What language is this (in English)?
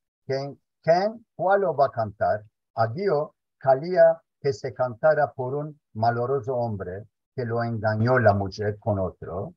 Ladino